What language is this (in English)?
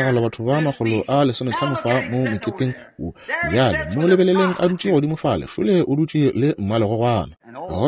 Northern Sotho